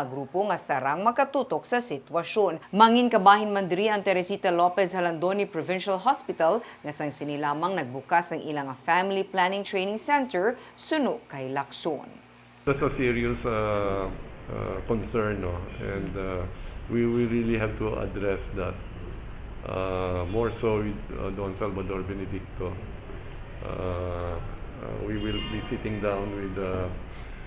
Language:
Hiligaynon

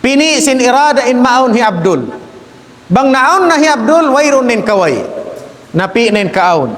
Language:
Tausug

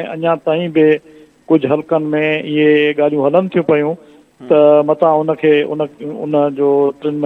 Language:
Sindhi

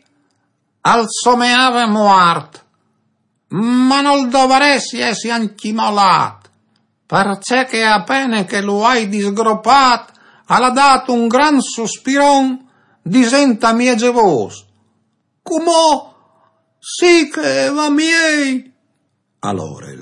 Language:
Friulian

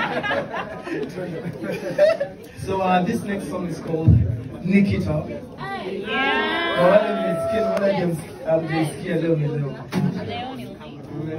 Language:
Swahili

